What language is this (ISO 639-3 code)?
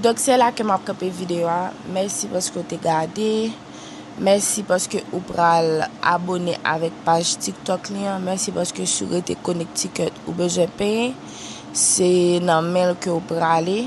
hat